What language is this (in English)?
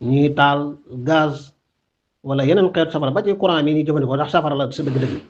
Wolof